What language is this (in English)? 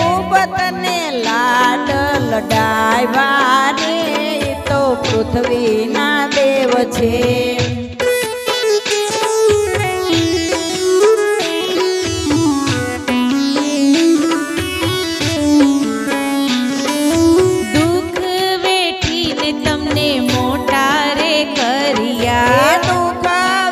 Gujarati